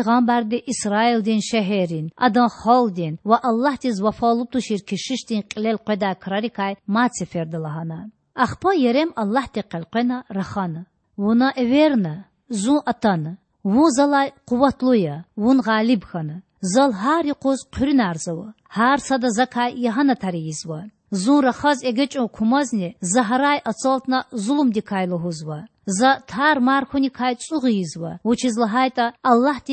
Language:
Lezghian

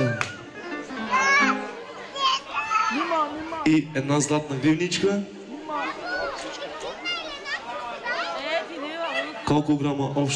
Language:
Bulgarian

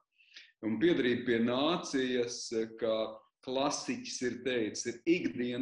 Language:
Latvian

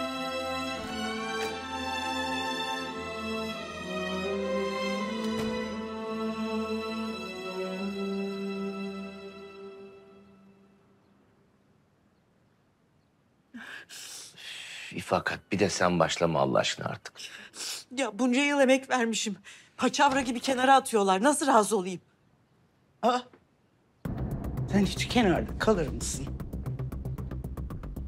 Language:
Turkish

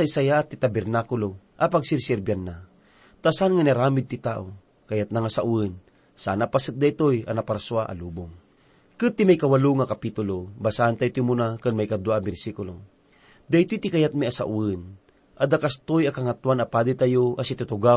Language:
Iloko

